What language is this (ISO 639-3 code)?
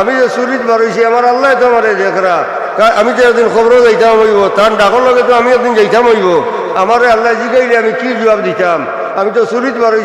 syl